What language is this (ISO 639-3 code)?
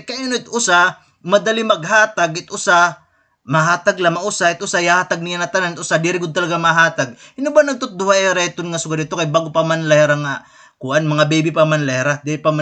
war